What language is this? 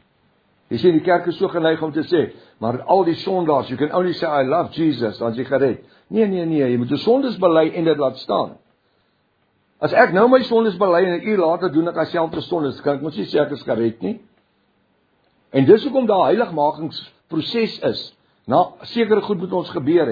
Afrikaans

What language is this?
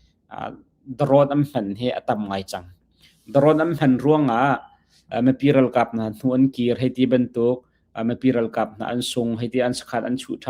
Hakha Chin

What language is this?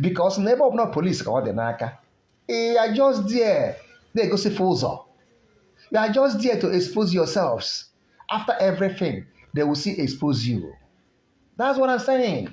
Igbo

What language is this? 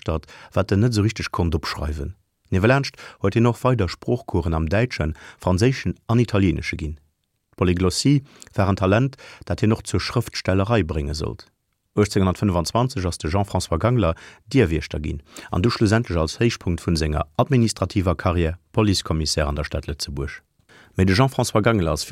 Luxembourgish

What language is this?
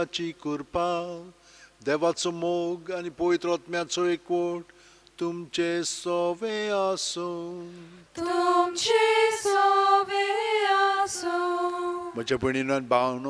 Konkani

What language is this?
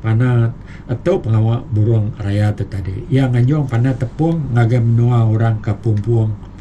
Iban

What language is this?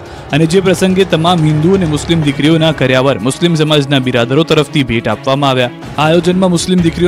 Gujarati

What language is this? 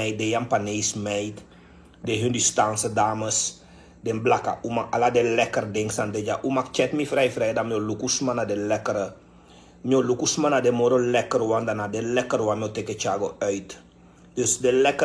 Sranan Tongo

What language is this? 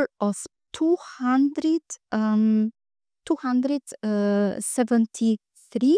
English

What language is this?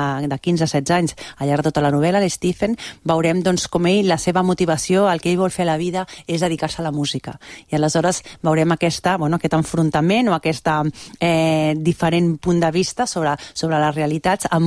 Catalan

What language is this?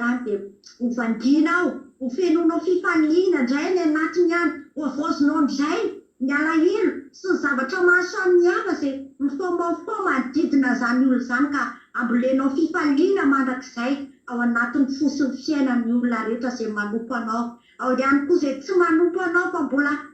Malagasy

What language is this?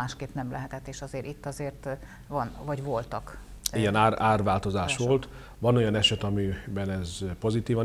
Hungarian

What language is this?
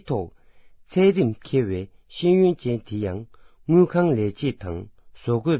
Tibetan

